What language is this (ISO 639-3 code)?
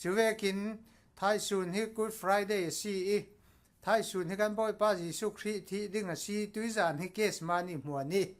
cfm